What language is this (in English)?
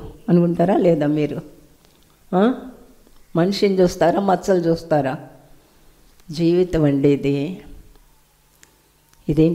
Telugu